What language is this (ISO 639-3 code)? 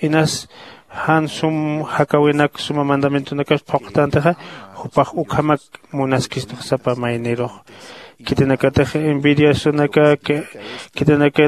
aym